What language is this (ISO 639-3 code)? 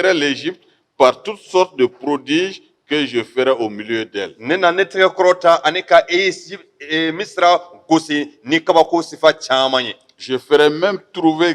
bam